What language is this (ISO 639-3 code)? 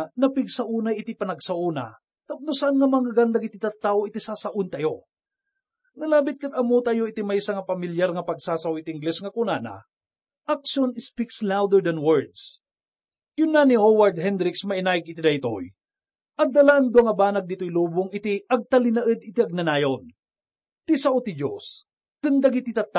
ilo